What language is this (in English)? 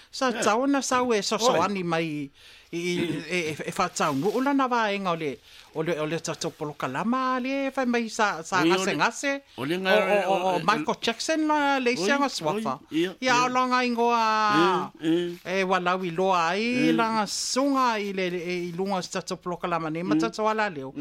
Samoan